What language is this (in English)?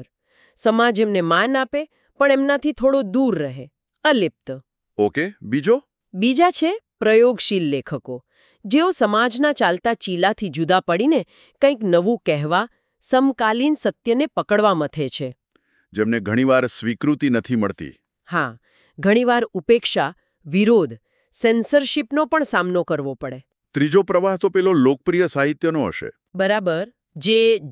Gujarati